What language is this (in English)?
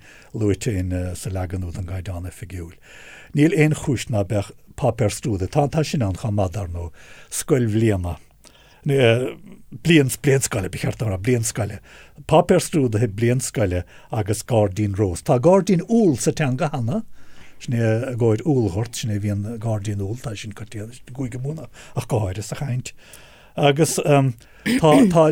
Irish